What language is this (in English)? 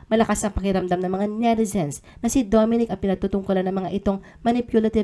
Filipino